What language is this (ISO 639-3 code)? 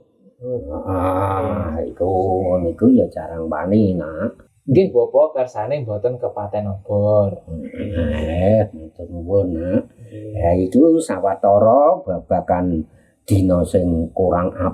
jav